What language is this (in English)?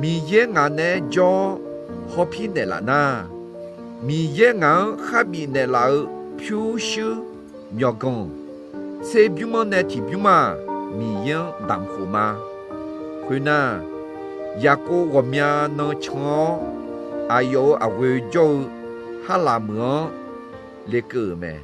Akha